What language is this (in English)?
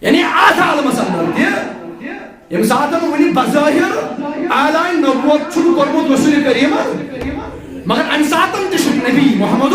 Kashmiri